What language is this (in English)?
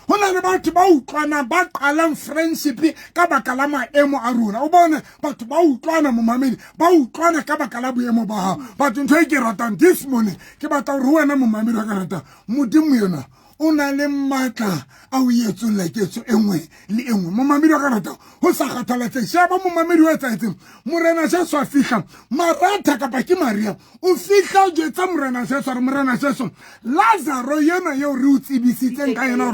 Southern Sotho